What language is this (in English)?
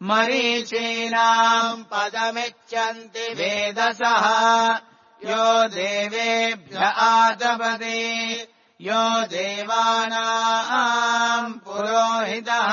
Sanskrit